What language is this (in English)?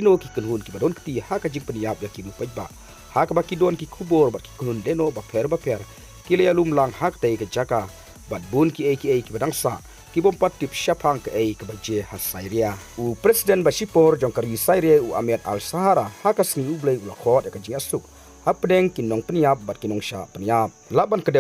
Khasi